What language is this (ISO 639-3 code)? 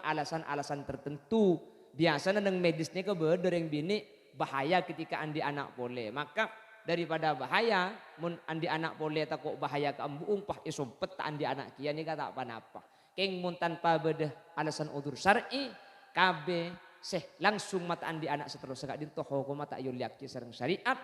mad